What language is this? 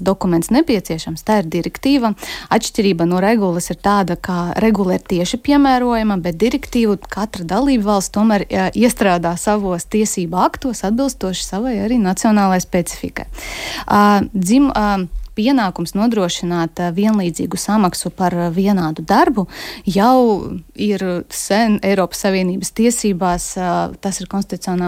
Latvian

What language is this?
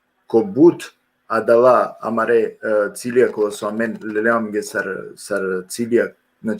Balkan Romani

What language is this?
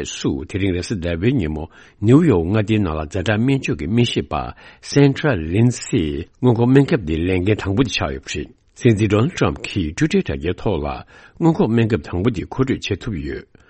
Tibetan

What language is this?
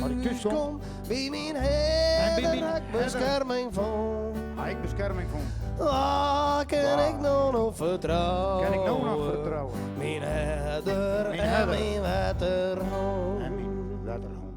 Western Frisian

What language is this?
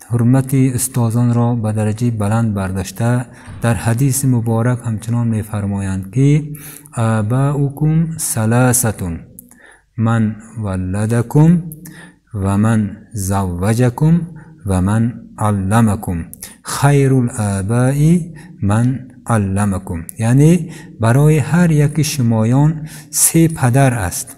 Tajik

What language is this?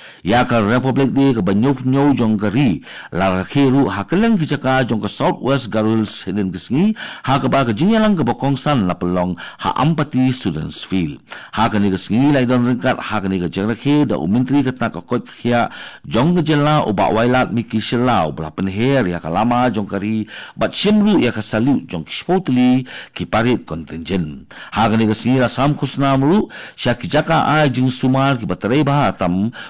Khasi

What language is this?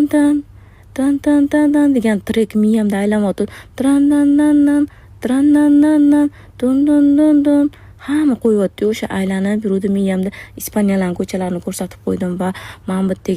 Uzbek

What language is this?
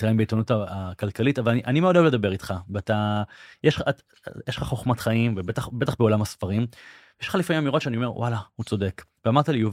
Hebrew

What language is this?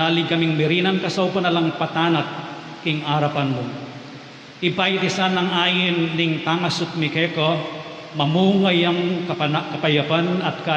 Pampanga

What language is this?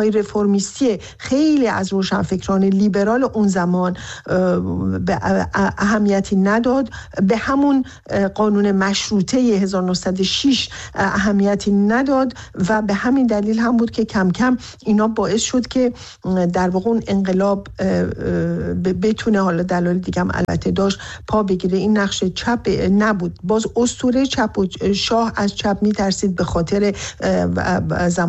Persian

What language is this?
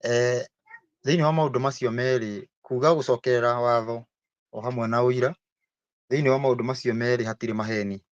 Kikuyu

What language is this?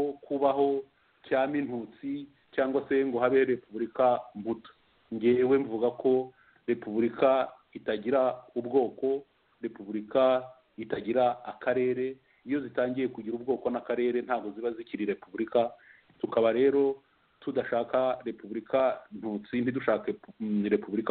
Kinyarwanda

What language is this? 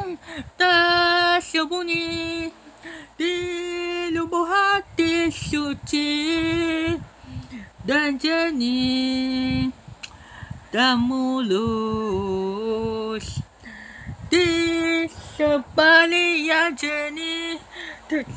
Malay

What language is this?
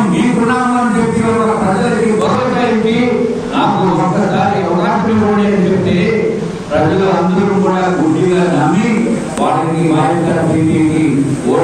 Telugu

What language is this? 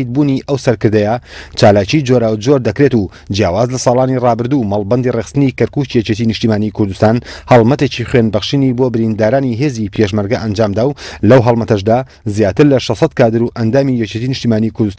Central Kurdish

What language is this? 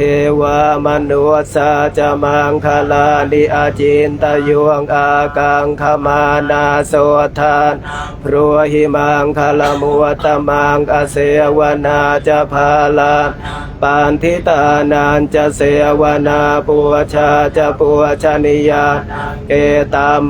Pali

